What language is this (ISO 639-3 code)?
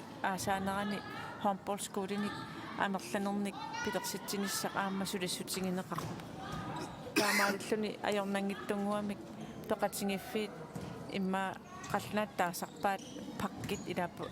kal